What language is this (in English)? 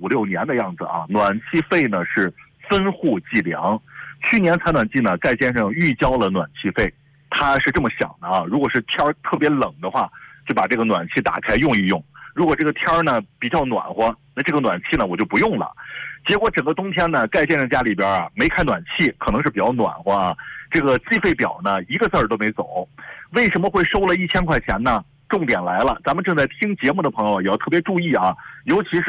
Chinese